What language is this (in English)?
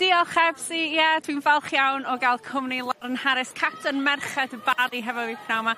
Welsh